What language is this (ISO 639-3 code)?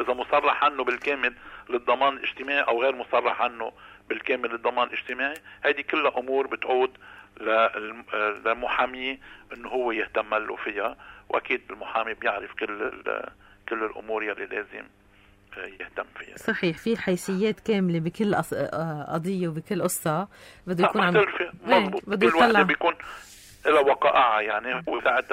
apc